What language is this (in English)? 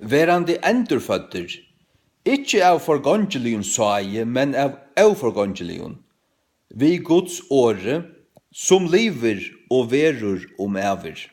Faroese